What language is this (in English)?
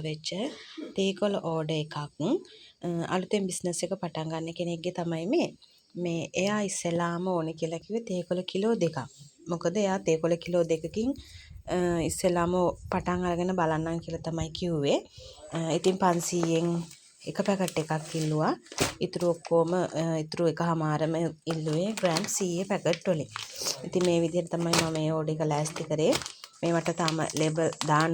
Sinhala